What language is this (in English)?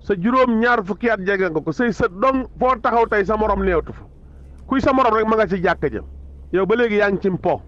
Wolof